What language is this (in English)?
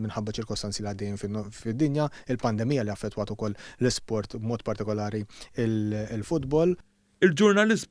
Maltese